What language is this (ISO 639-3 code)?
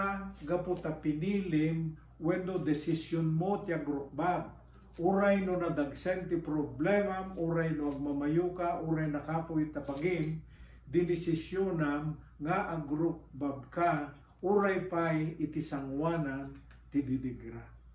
ilo